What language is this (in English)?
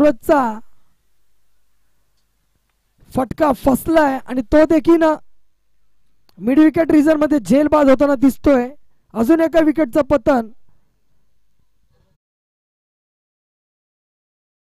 Marathi